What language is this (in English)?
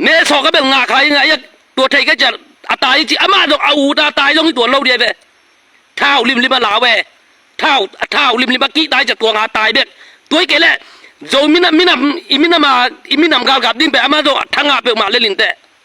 Tedim Chin